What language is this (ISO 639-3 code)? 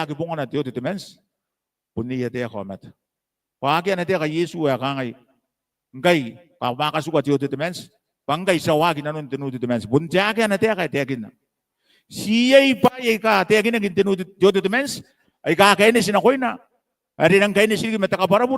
gil